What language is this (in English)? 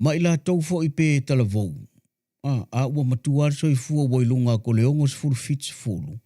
Samoan